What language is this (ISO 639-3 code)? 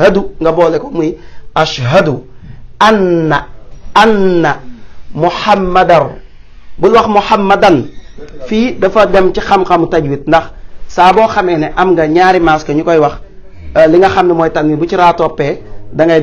wol